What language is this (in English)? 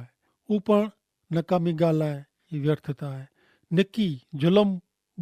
Kachhi